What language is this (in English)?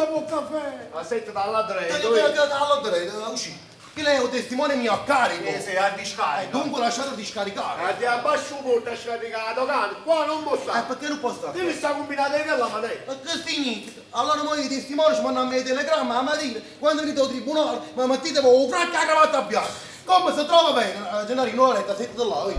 Neapolitan